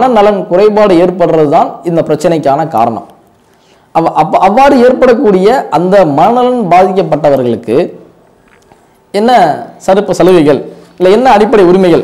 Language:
Tamil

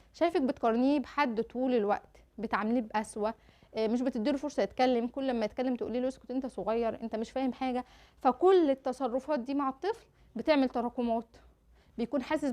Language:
Egyptian Arabic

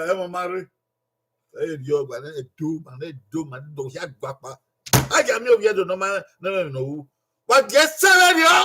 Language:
Bini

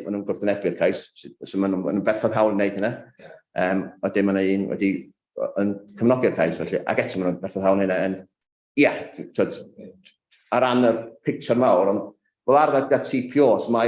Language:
Welsh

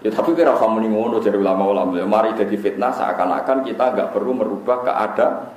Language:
Javanese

